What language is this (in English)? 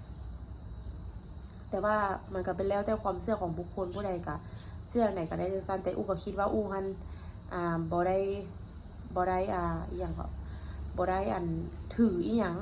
Lao